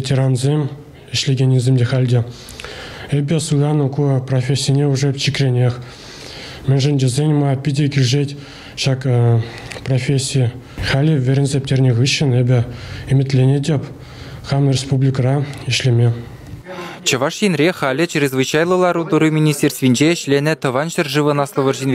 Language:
Chuvash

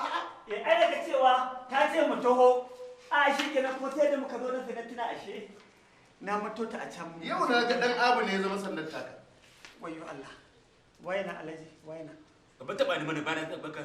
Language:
Hausa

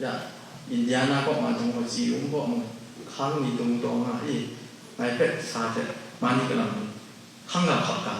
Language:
Kachin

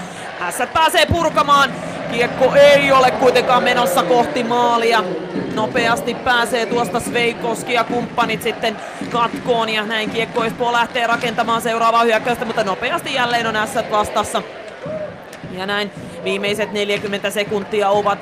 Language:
Finnish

